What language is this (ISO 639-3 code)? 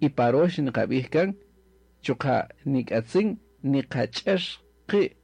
cak